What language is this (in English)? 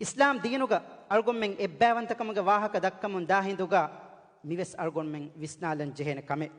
Divehi